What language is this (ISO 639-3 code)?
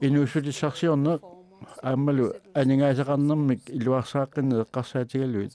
kal